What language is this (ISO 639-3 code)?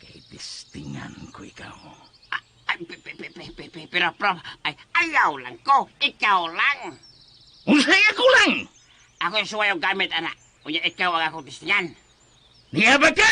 ceb